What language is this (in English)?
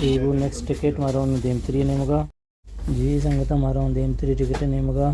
Baluchi